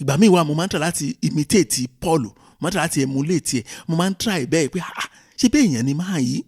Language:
Yoruba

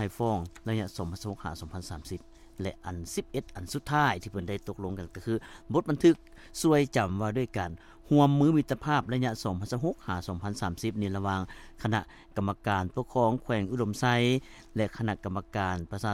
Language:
Lao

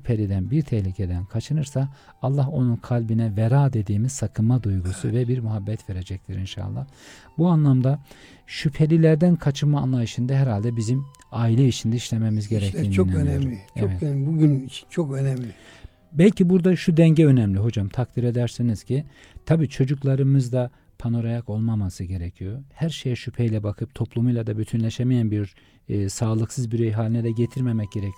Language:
Turkish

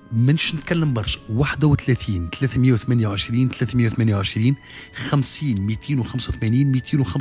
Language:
Tunisian Arabic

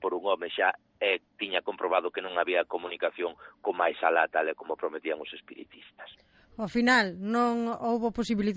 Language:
Galician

